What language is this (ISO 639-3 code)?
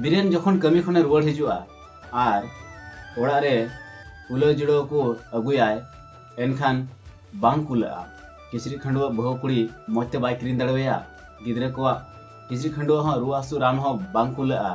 sat